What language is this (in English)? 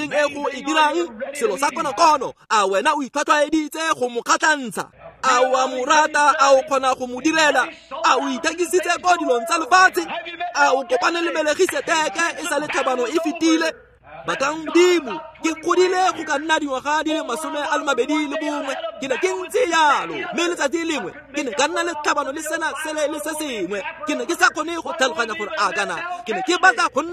Tswana